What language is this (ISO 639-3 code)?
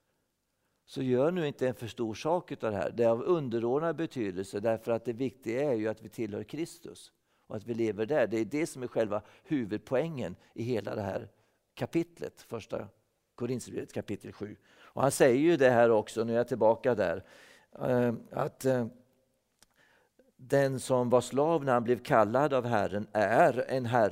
swe